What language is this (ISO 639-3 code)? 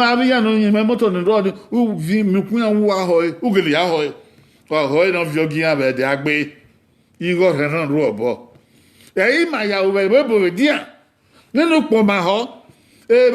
bin